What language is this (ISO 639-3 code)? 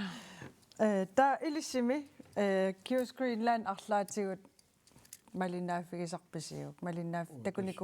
kal